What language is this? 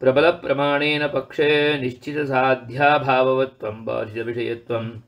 Sanskrit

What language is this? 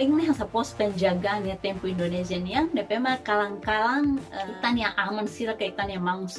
Tetum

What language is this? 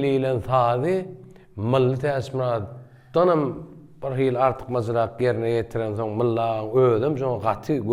Turkmen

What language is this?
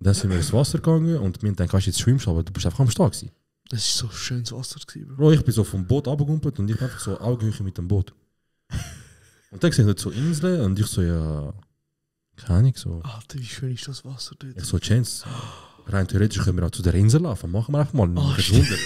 Swiss German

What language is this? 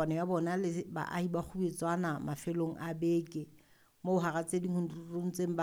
Southern Sotho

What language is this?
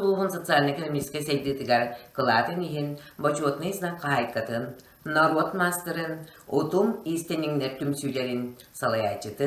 Yakut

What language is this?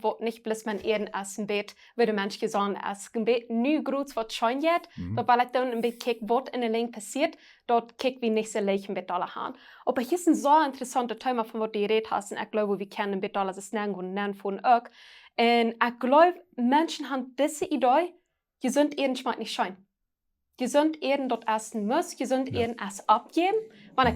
Plautdietsch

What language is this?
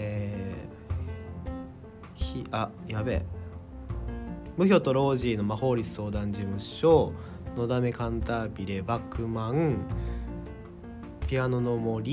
Japanese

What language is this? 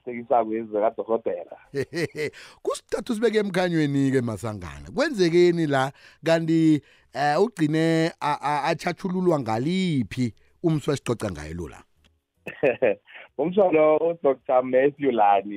South Ndebele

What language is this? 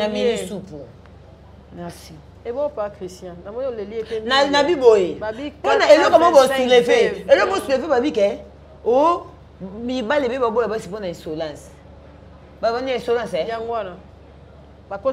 Lingala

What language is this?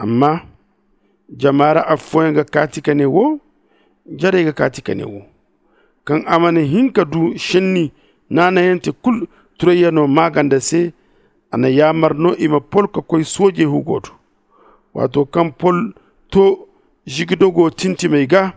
Zarma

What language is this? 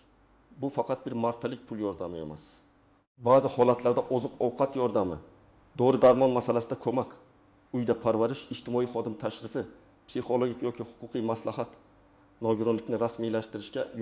Uzbek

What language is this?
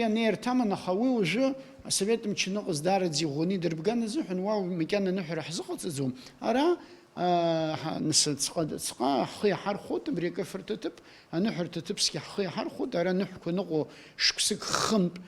Abkhazian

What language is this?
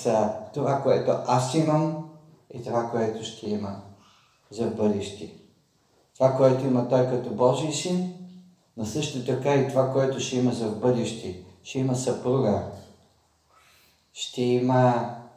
Bulgarian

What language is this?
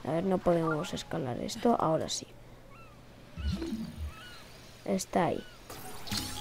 Spanish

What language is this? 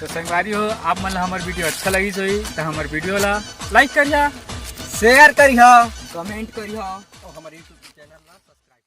Chhattisgarhi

